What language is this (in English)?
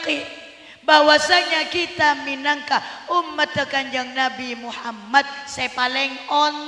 Madurese